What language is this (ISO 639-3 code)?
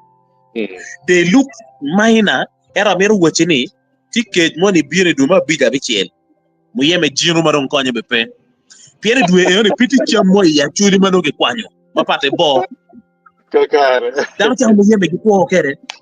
ach